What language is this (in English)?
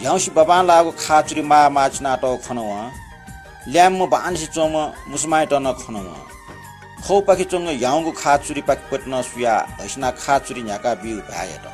Newari